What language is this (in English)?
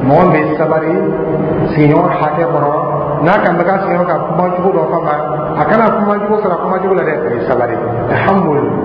Dyula